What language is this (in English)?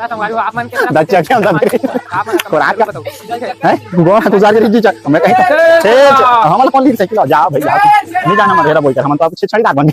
Chhattisgarhi